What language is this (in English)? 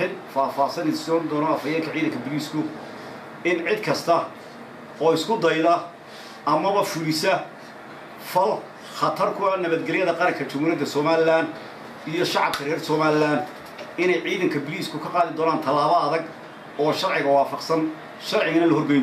Somali